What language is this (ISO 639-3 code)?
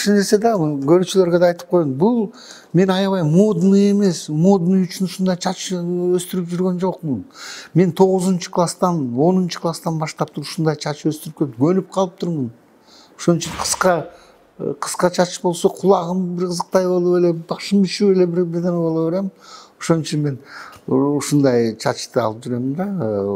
kir